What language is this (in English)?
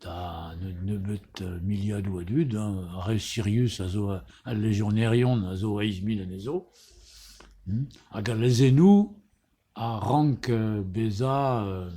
Breton